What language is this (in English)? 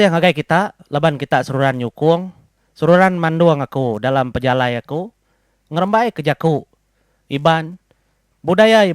Iban